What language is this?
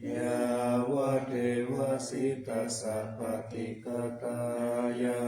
Pali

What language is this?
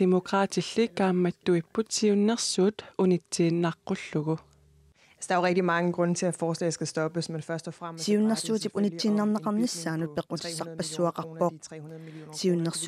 Kalaallisut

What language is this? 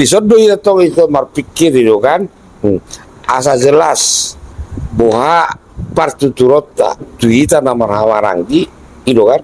Batak Toba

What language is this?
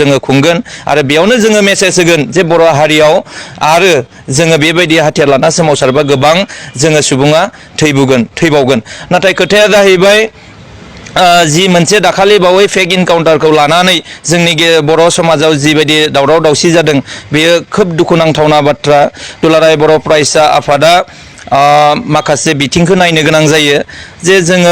Bodo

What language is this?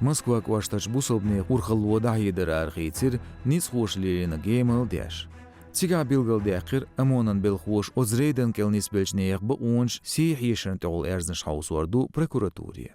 Chechen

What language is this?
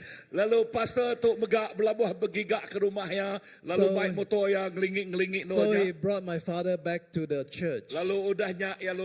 Iban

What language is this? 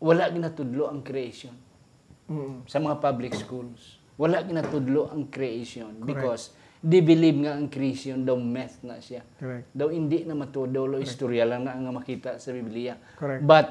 Hiligaynon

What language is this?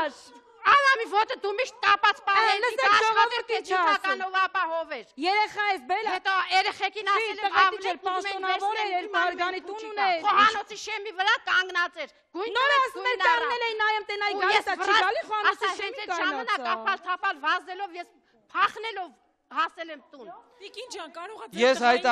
Armenian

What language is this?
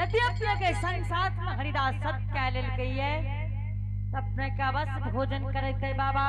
Angika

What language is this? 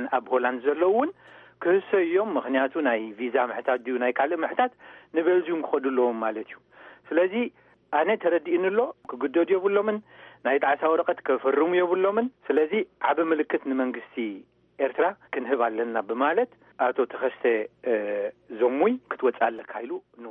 Tigrinya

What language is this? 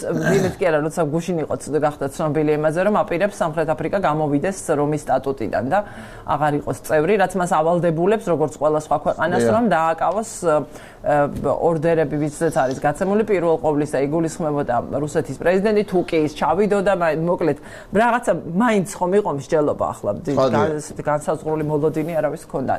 Georgian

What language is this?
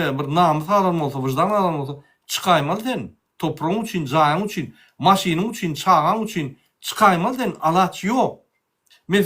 Turkmen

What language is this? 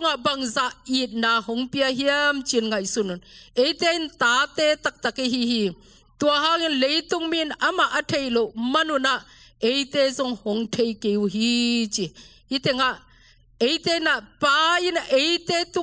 Tedim Chin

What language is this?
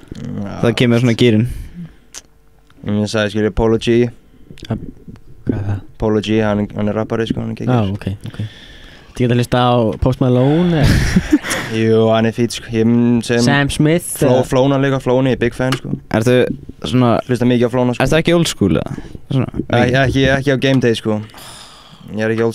Icelandic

